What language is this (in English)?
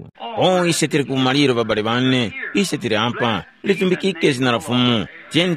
Tumbuka